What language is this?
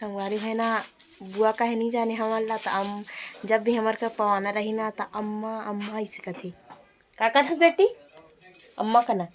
Chhattisgarhi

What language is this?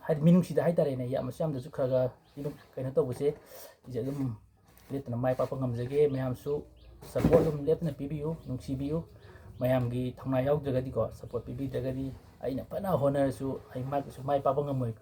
Manipuri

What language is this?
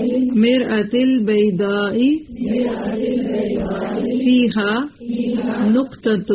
Urdu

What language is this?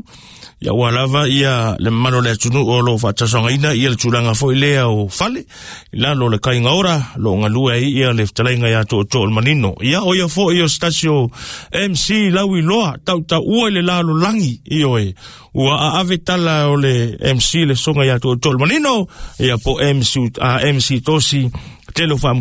Samoan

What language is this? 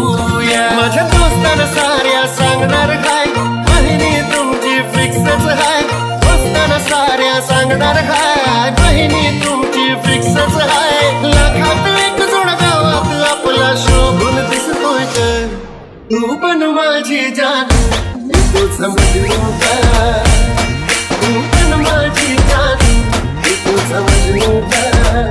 Marathi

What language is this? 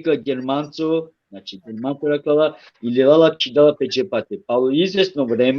Balkan Romani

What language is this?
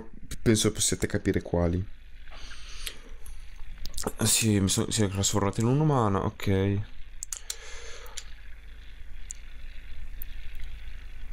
Italian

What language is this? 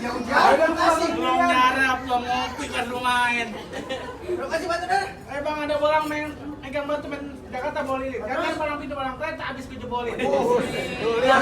Betawi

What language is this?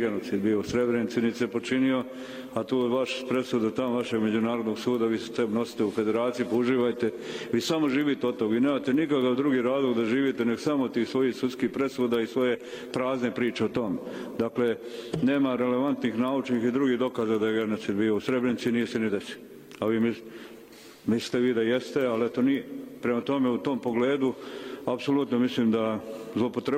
Serbian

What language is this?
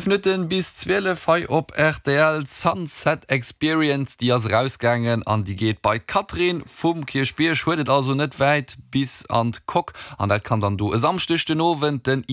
Luxembourgish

